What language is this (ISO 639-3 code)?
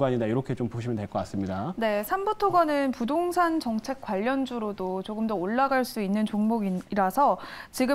kor